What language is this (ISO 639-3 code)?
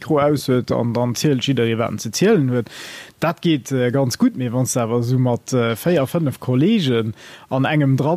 ltz